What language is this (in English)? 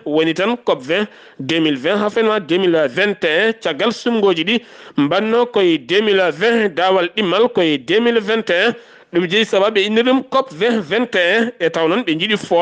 Fula